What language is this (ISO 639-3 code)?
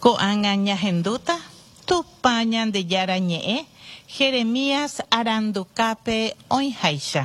grn